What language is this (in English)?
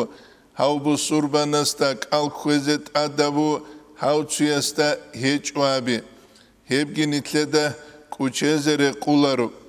Avaric